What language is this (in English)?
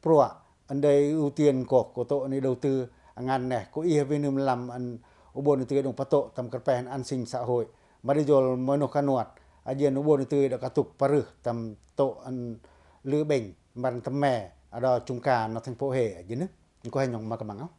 Pacoh